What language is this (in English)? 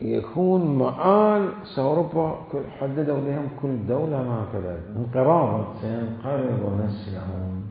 Mesopotamian Arabic